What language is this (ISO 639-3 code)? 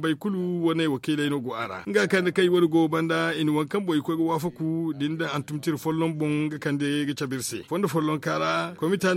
dje